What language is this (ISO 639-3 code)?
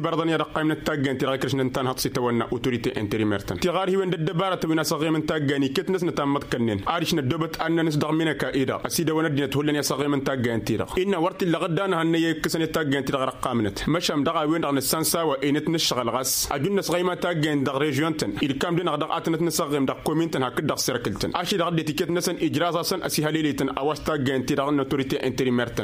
taq